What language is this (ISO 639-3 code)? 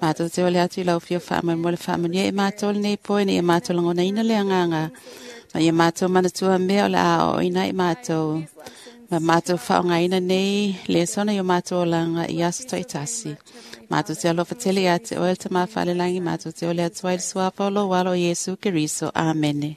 smo